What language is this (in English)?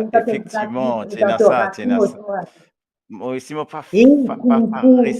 Morisyen